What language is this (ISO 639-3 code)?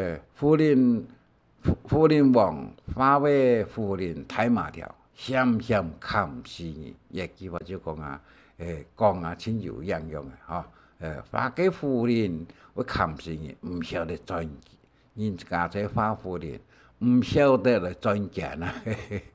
hak